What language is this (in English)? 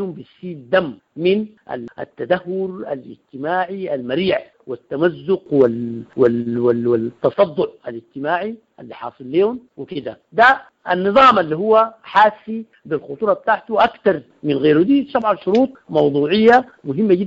Sudanese Arabic